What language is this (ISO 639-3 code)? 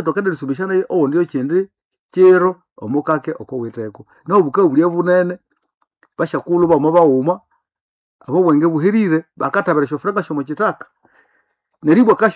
nnb